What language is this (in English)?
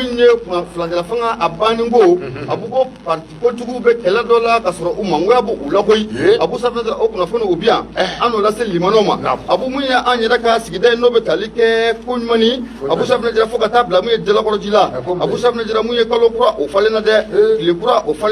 Bambara